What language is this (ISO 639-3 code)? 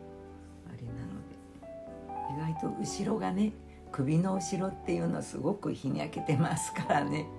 jpn